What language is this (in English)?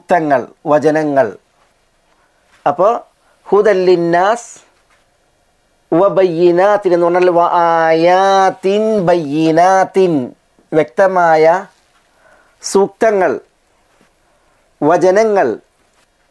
Malayalam